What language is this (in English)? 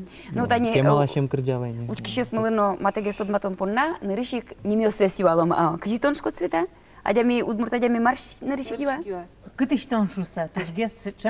Udmurt